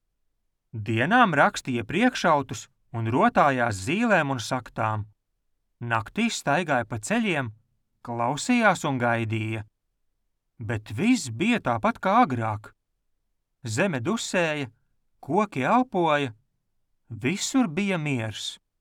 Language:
Latvian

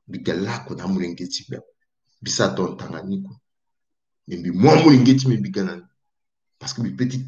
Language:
Sango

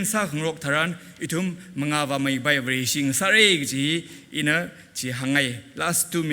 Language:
Tangkhul Naga (India)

